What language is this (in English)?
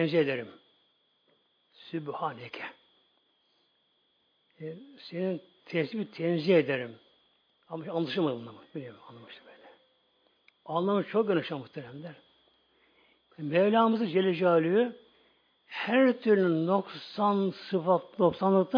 Turkish